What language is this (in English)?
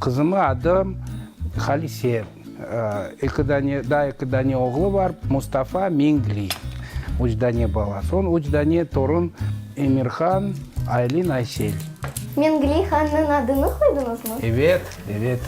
Crimean Tatar